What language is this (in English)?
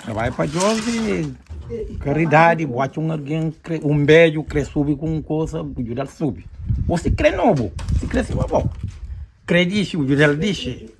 Kabuverdianu